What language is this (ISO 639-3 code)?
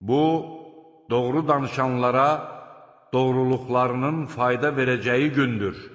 aze